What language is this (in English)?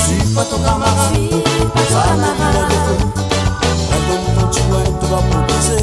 Réunion Creole French